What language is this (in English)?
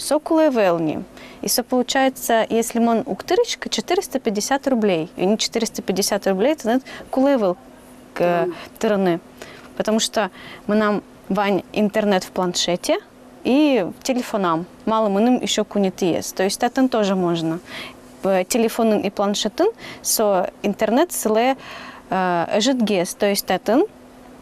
Udmurt